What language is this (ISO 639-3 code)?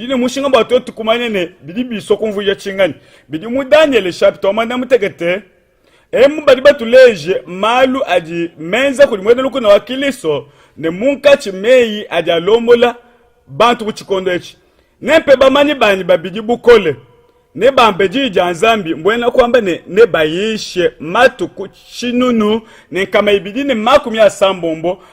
lua